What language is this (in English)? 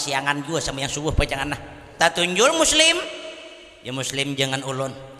Banjar